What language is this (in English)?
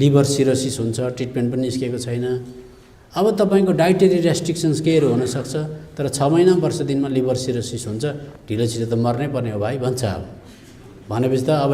Nepali